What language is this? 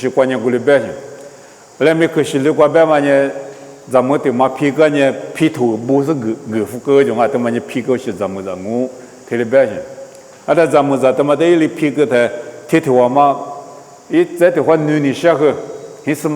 Lisu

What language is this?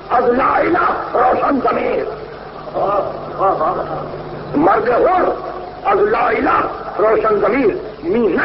Urdu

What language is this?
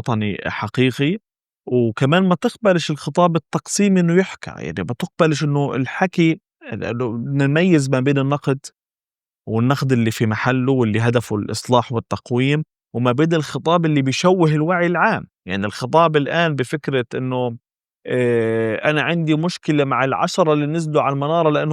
North Levantine Arabic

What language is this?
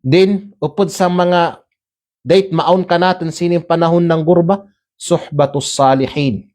Kalagan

